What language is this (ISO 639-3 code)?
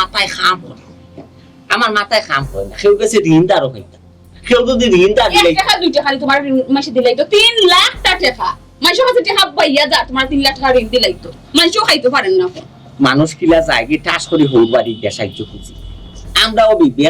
syl